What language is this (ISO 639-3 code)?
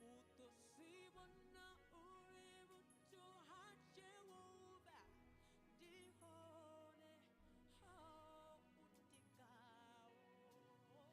ven